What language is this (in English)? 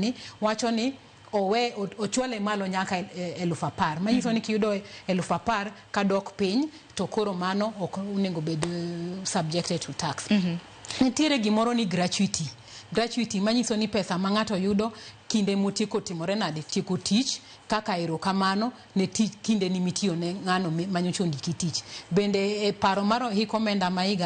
Luo (Kenya and Tanzania)